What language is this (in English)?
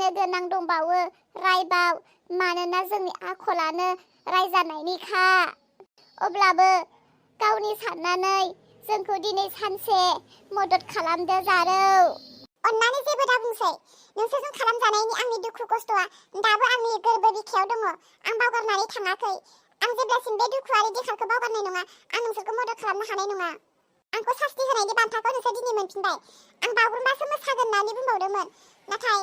Bodo